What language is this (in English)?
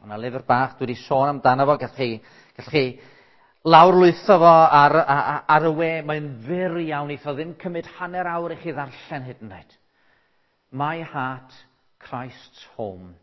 Welsh